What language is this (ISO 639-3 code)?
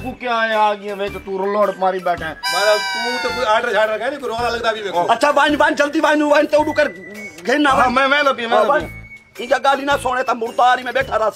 skr